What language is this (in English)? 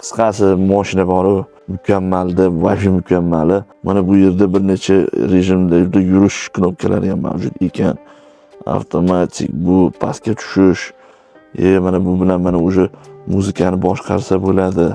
Uzbek